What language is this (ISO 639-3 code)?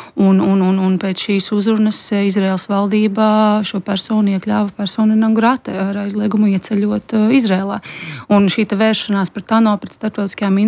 lav